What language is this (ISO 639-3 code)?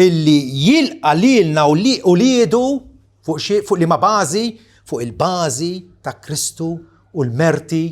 mlt